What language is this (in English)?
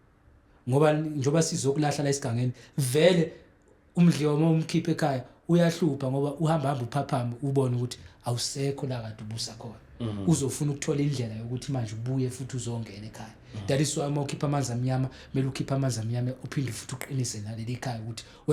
Zulu